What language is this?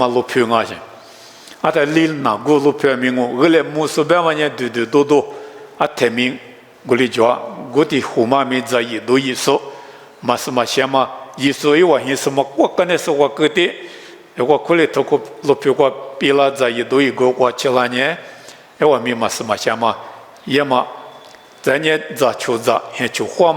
Lisu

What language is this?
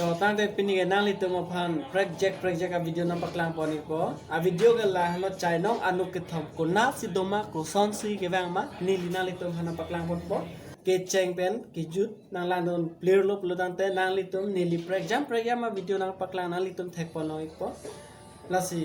Karbi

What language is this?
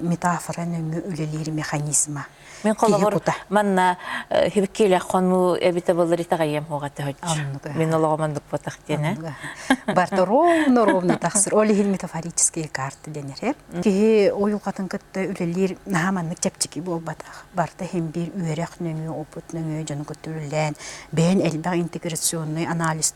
Yakut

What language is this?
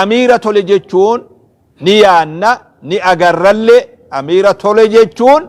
Oromo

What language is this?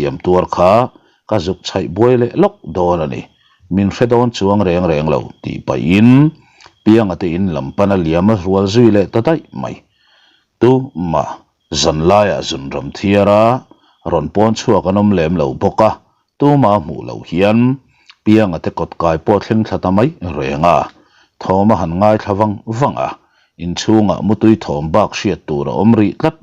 Mizo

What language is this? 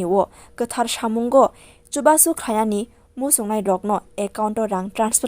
Kok Borok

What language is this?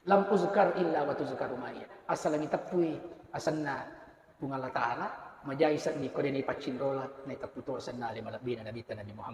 Buginese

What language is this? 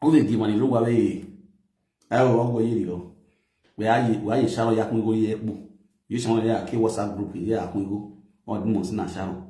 Nigerian Pidgin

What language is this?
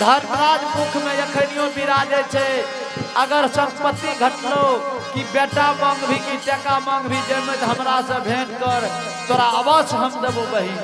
Angika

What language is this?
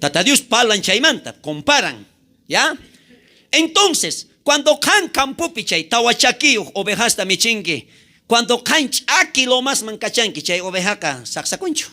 South Bolivian Quechua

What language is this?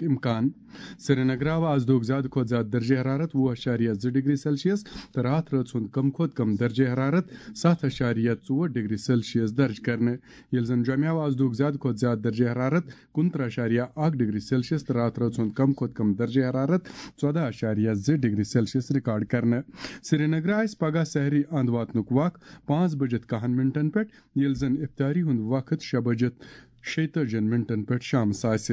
Kashmiri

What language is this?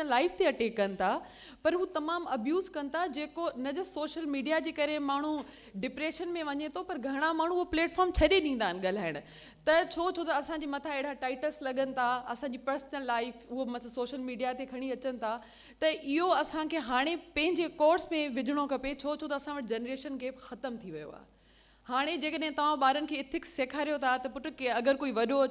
Sindhi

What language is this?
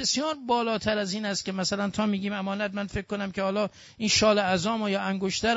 Persian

